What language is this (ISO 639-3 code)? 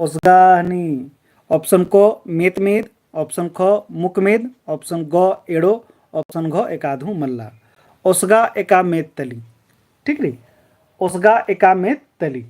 kru